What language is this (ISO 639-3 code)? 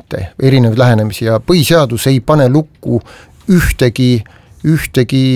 est